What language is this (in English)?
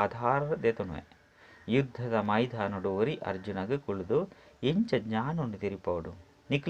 Tulu